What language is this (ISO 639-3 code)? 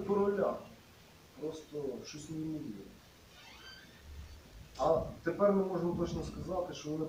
ukr